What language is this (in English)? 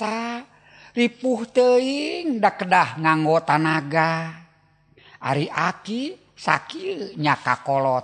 Sundanese